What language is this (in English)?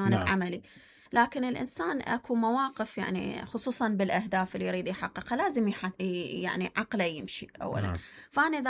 Mesopotamian Arabic